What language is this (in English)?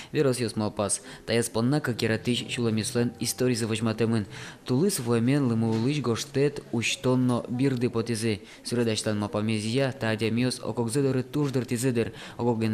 Udmurt